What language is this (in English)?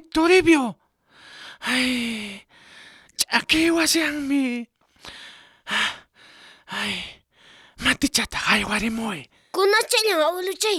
South Bolivian Quechua